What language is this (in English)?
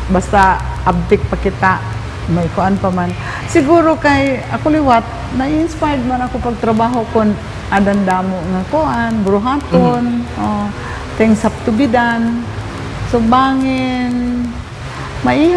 Waray